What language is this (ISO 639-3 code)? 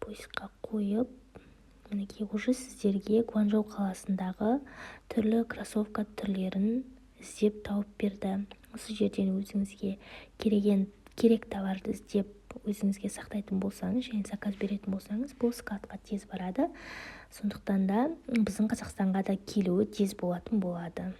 kaz